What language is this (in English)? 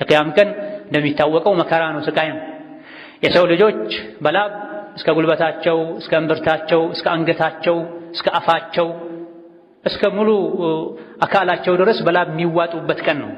Amharic